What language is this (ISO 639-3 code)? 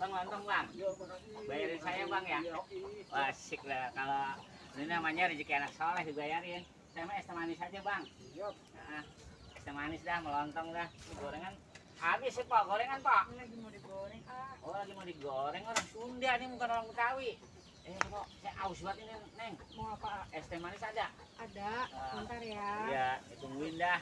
bew